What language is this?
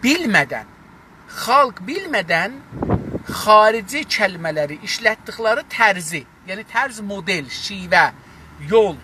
South Azerbaijani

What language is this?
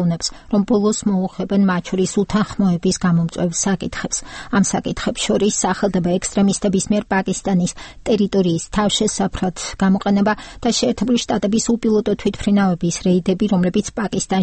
Georgian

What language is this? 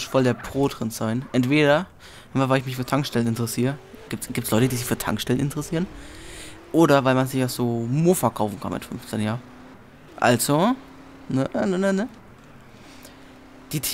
German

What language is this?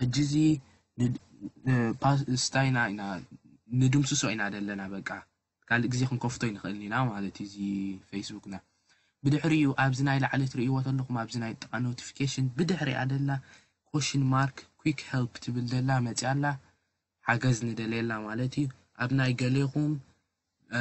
Tigrinya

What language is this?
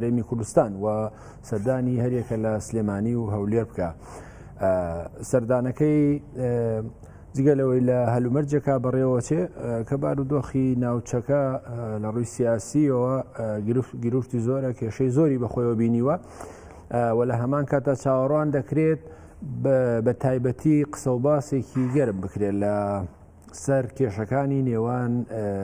Central Kurdish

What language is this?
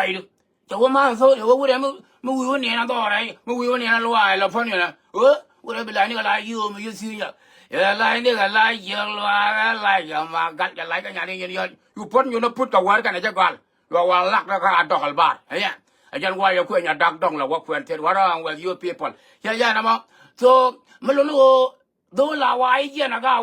Nuer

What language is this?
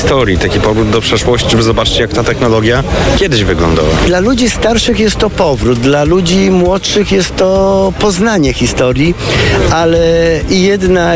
Polish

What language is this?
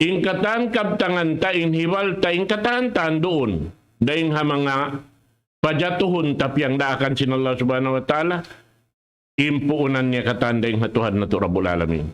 Tausug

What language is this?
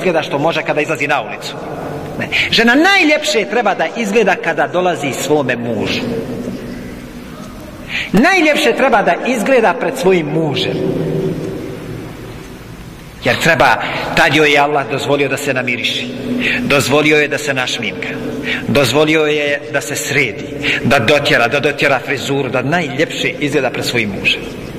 Bosnian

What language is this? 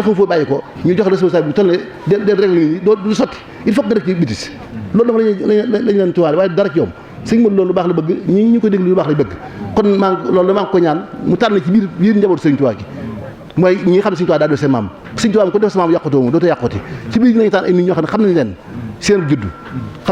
Wolof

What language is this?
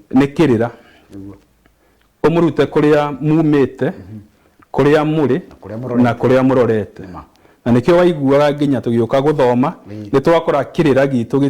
Kikuyu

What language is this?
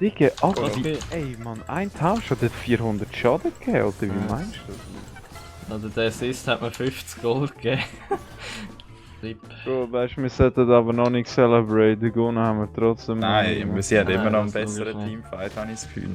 Swiss German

